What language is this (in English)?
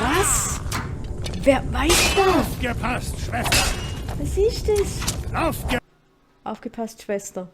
Swiss German